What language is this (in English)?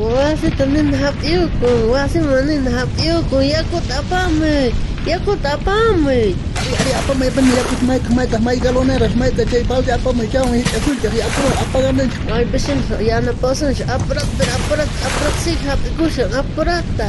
South Bolivian Quechua